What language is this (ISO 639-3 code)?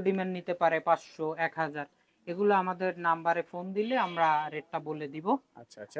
ben